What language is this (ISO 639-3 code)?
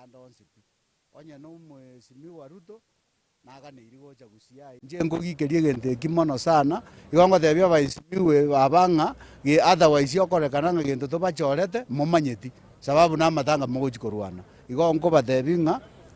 guz